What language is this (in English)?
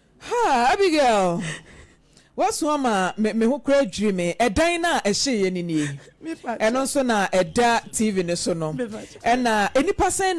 Akan